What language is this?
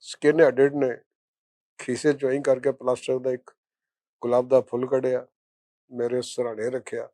Western Panjabi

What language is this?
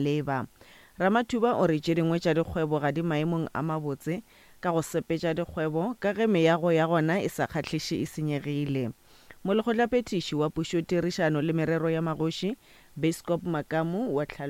Northern Sotho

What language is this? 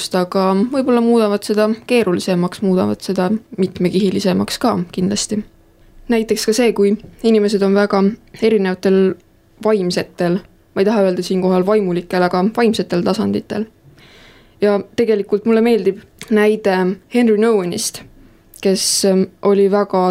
Estonian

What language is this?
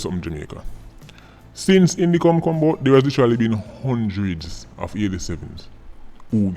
Jamaican Creole English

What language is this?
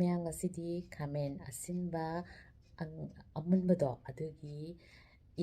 Manipuri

